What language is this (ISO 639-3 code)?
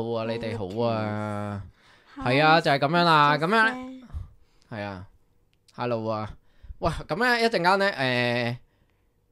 yue